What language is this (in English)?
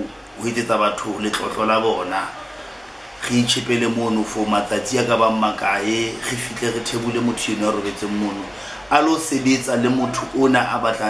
Southern Sotho